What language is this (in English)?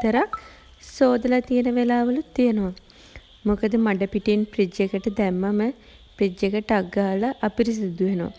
Sinhala